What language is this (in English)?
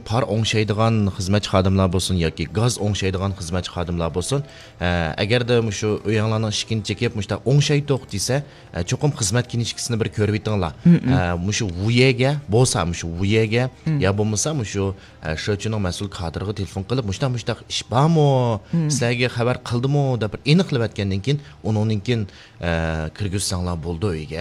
Uyghur